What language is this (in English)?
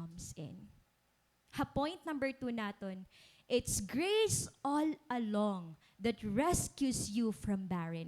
Waray